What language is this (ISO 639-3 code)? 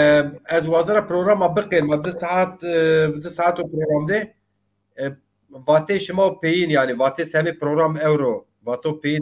zza